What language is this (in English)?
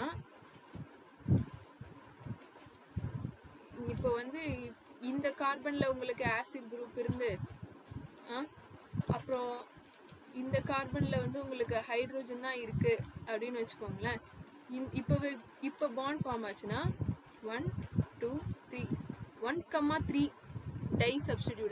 Tamil